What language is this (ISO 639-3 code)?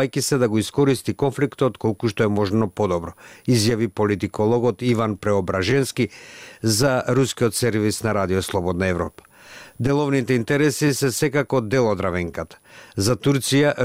mkd